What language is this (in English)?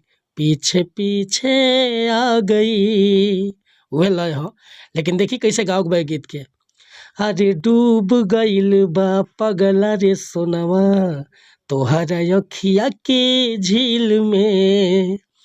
Bhojpuri